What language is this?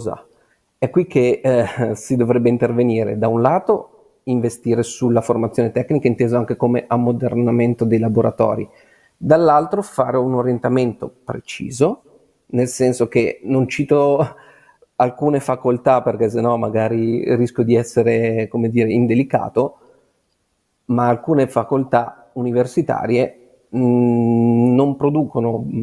Italian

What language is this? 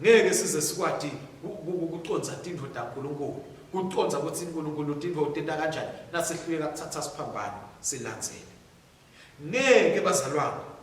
Swati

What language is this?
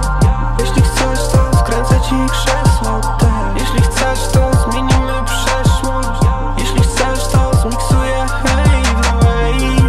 Polish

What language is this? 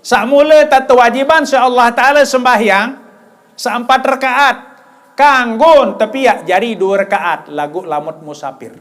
Sasak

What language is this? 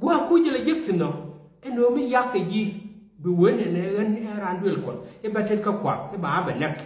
Nuer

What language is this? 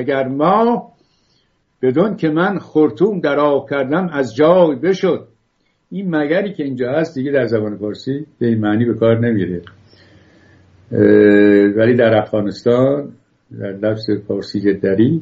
Persian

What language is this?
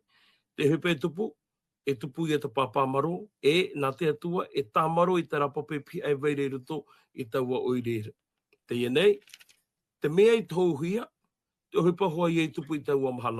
Tahitian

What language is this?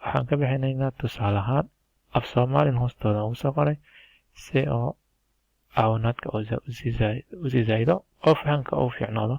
Somali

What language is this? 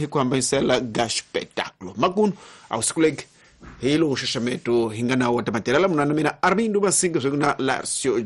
Tsonga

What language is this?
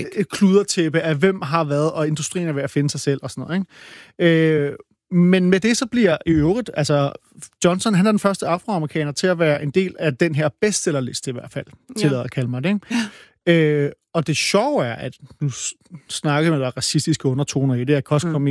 Danish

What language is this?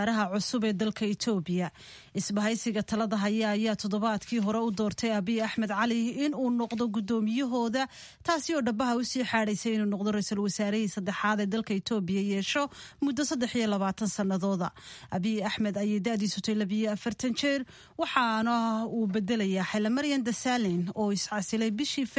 Somali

